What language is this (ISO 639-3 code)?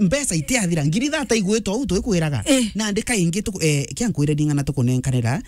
mer